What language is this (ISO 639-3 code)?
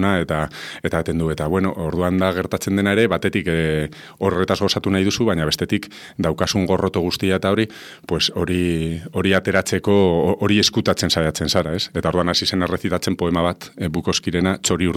eus